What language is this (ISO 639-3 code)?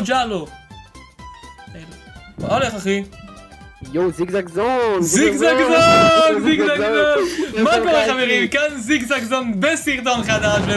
heb